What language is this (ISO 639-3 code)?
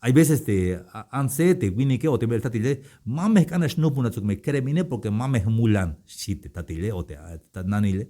tzh